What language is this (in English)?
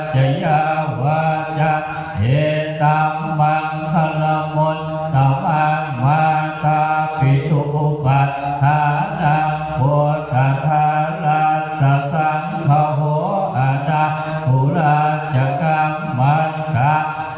Pali